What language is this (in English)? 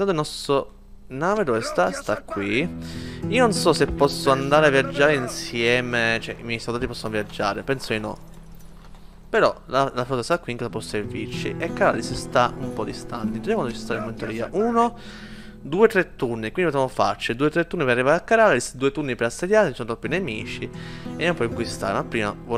Italian